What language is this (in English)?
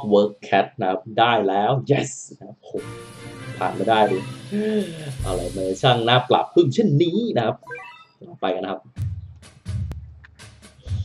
Thai